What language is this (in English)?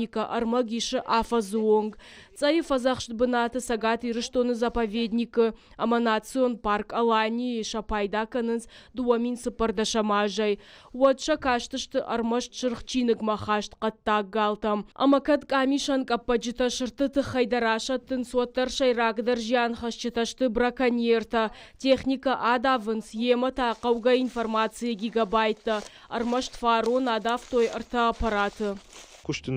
Ossetic